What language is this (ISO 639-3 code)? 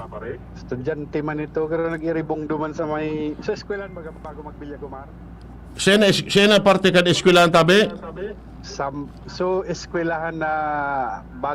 bik